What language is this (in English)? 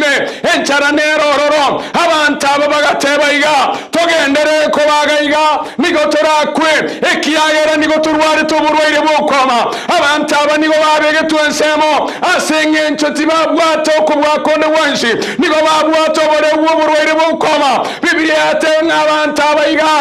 Gusii